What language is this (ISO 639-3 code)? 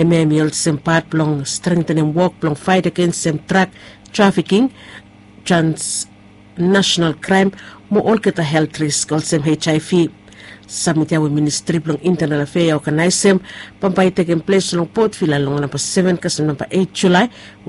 bis